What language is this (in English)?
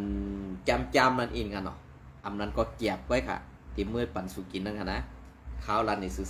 Shan